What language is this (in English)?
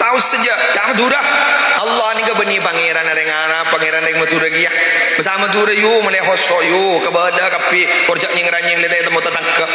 Madurese